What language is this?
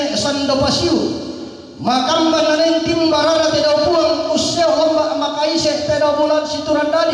Toraja-Sa'dan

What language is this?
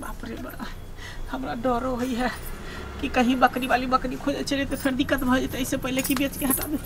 Maithili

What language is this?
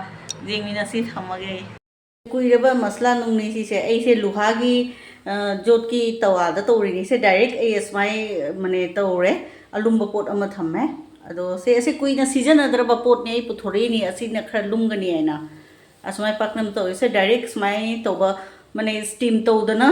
Manipuri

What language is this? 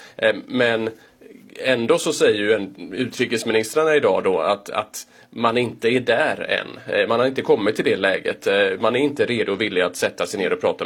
Swedish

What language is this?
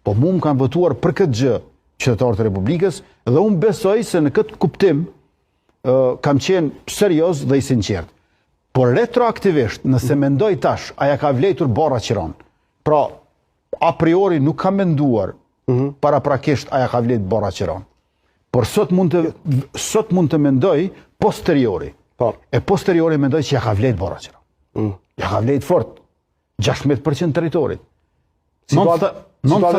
Albanian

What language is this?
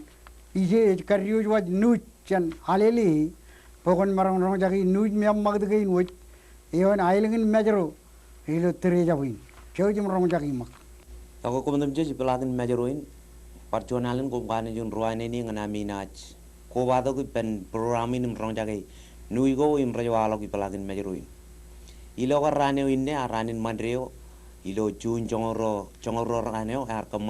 Marshallese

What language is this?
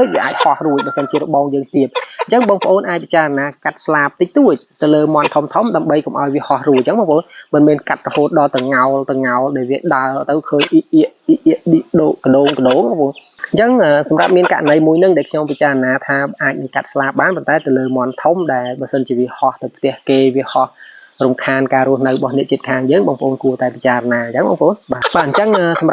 Khmer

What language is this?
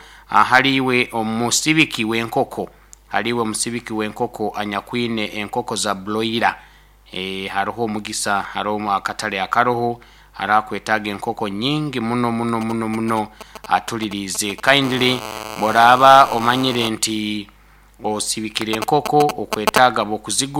Nyoro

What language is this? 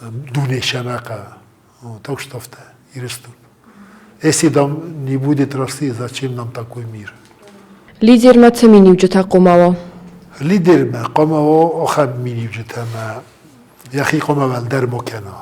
Ossetic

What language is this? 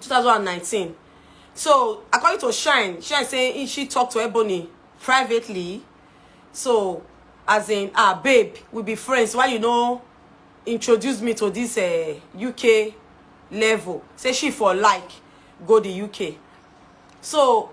Nigerian Pidgin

